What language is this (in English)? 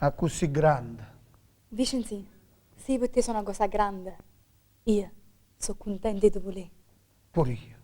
Neapolitan